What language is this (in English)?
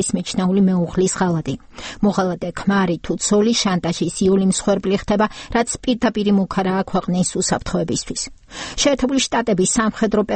Georgian